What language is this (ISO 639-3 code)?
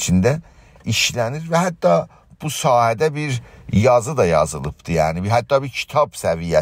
azb